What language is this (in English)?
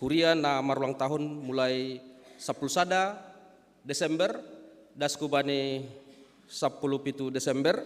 Batak Simalungun